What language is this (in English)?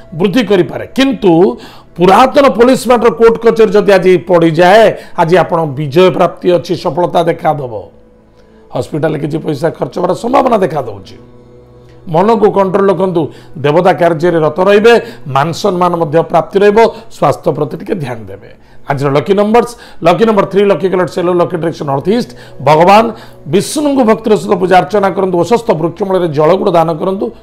Odia